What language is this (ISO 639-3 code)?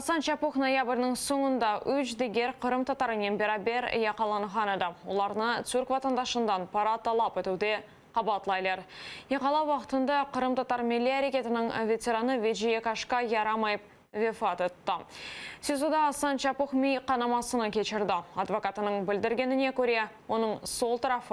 crh